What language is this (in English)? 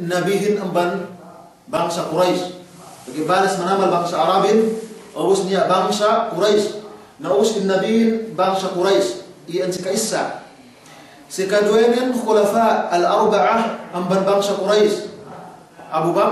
Yakan